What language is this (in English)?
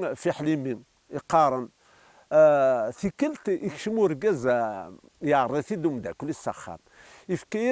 Kabyle